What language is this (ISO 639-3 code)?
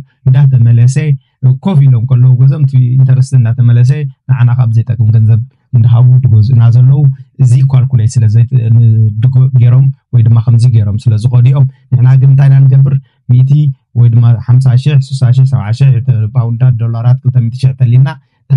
tir